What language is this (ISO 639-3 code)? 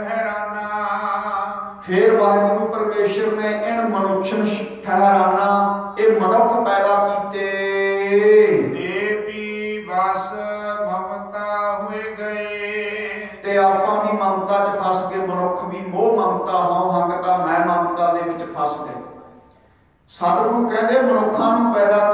pan